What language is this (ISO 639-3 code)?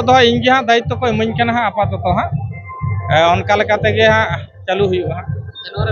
sat